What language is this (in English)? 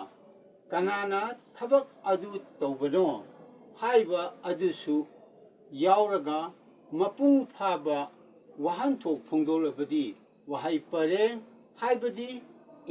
Manipuri